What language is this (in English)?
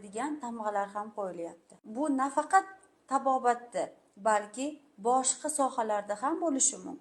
Uzbek